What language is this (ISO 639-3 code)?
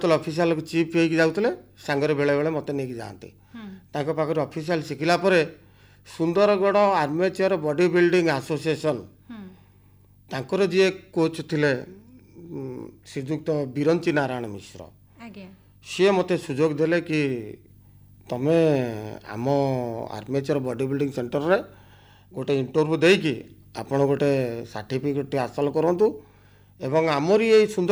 ori